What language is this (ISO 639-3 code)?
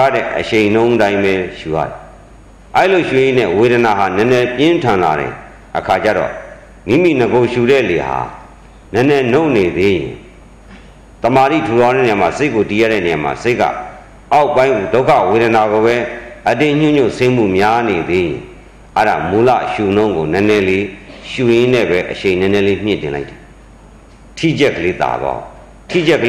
mya